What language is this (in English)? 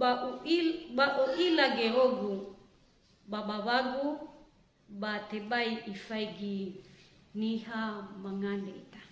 Nias